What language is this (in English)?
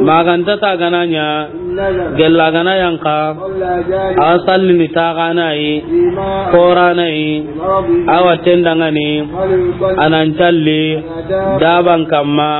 Soninke